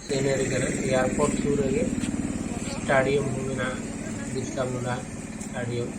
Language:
Santali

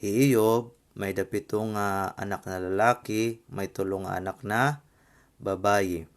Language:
Waray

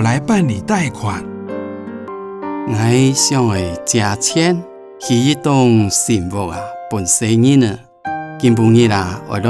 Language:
Hakka Chinese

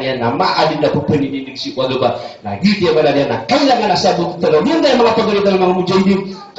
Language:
Maranao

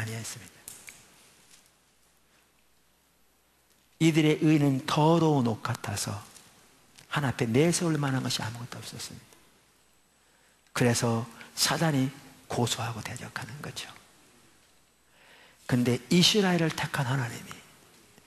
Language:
Korean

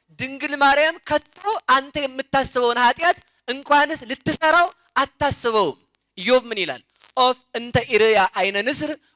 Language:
Amharic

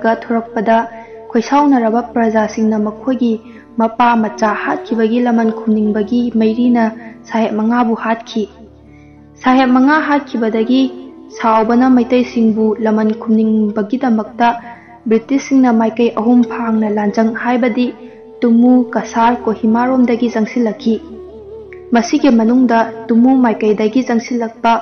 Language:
Manipuri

